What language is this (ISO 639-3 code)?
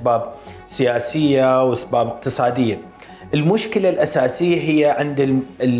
acm